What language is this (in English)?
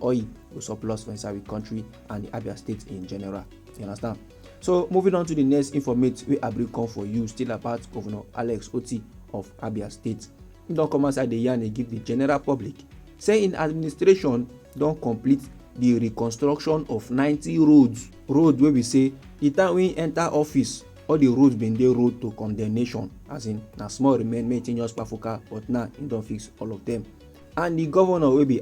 Nigerian Pidgin